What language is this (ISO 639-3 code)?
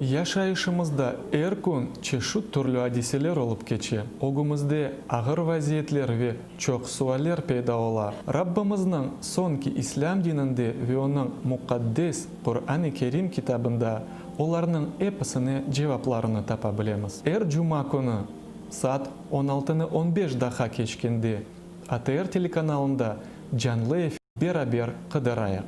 crh